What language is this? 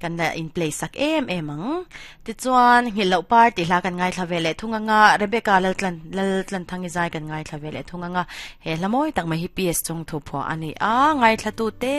Mizo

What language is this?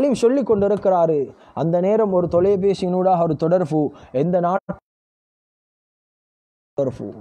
Tamil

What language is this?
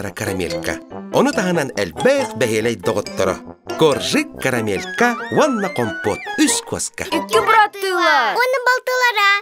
Yakut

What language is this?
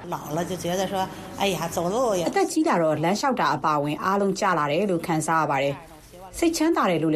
Burmese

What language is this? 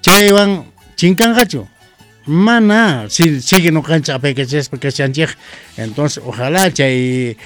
South Bolivian Quechua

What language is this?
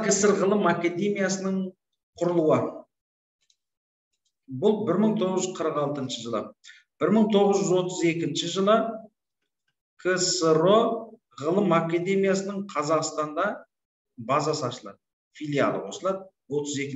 Kazakh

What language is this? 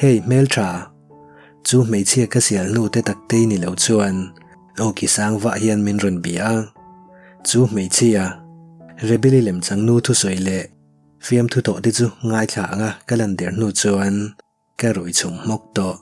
Mizo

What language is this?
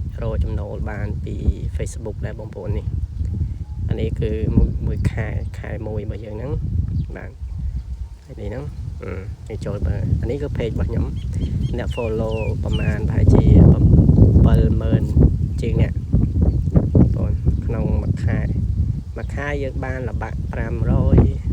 Khmer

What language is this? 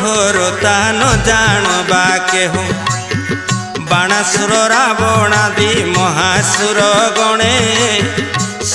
Odia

